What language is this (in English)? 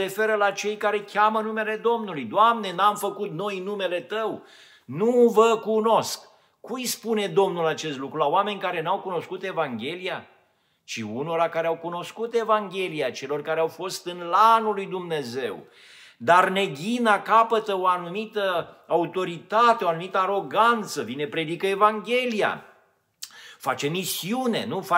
Romanian